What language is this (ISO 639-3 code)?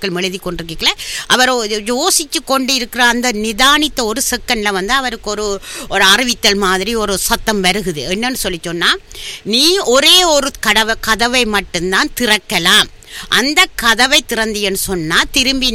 tam